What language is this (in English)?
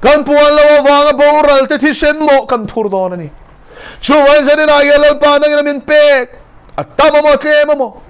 Mizo